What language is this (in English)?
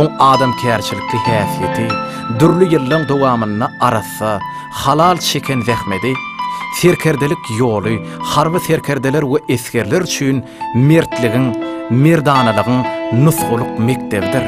Turkmen